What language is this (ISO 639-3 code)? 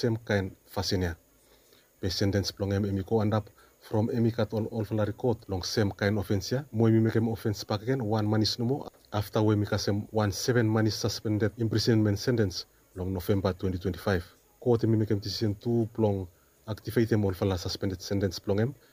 bis